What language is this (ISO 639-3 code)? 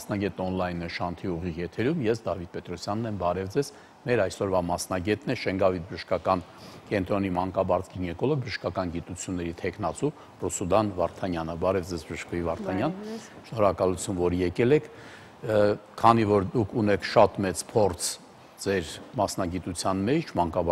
hye